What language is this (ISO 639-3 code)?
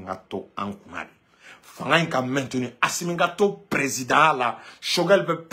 bam